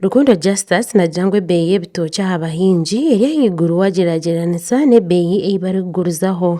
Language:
Nyankole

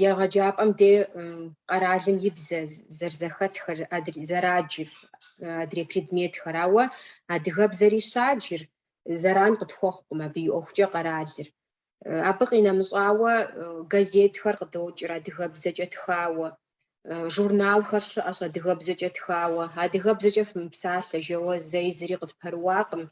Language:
Kabardian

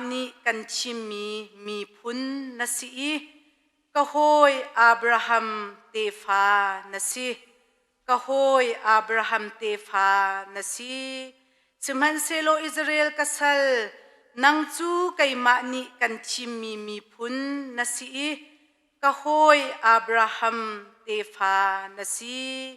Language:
Hakha Chin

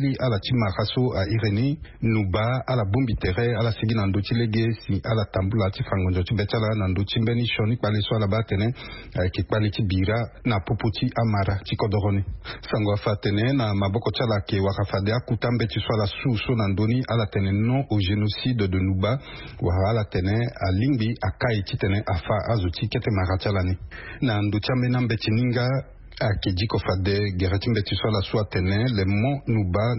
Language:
Sango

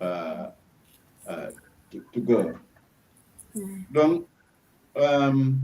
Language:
Acoli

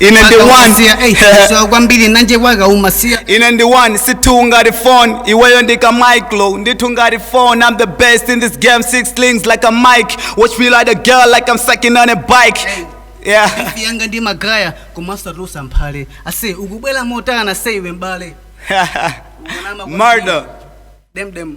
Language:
Nyanja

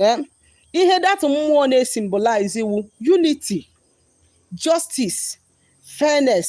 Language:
Igbo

